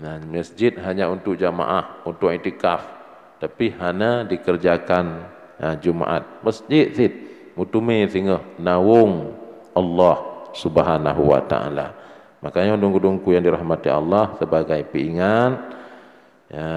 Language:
Achinese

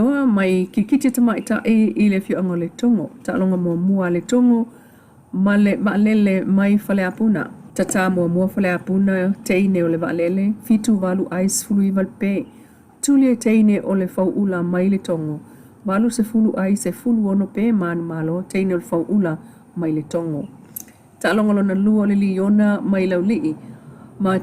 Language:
Samoan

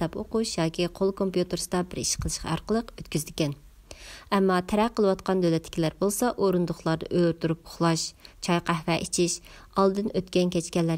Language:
Uyghur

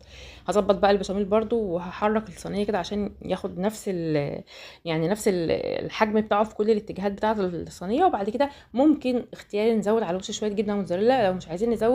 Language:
Egyptian Arabic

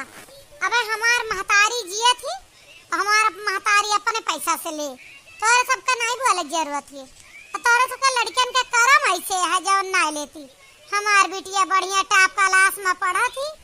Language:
Awadhi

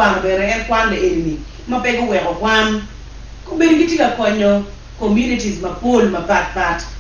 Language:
Acoli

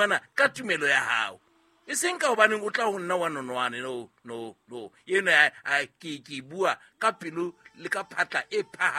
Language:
Southern Sotho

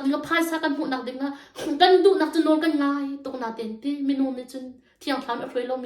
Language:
Hakha Chin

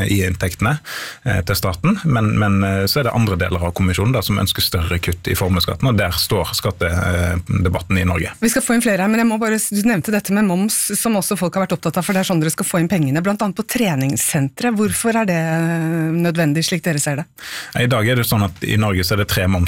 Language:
Norwegian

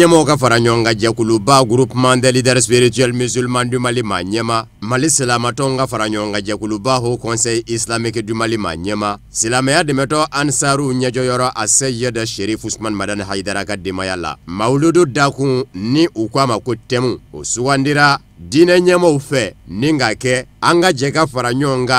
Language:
Bambara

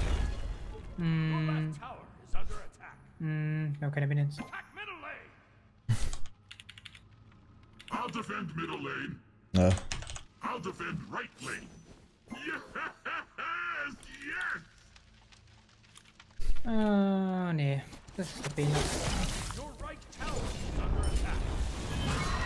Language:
German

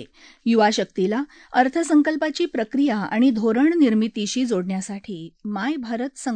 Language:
Marathi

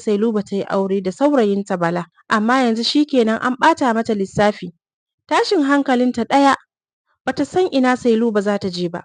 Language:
Hausa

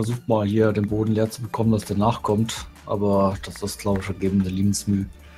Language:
German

